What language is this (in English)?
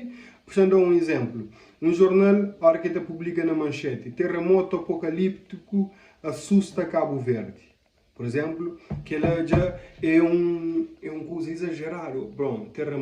Kabuverdianu